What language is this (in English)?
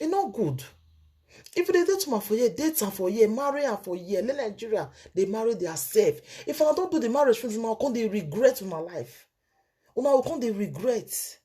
Nigerian Pidgin